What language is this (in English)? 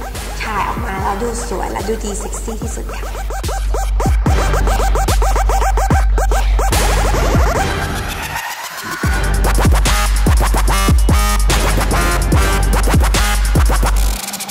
Thai